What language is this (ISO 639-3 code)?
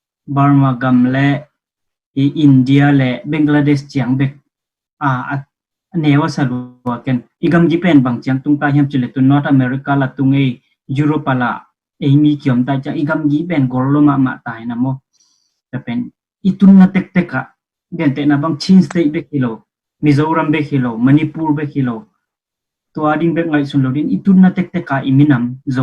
ctd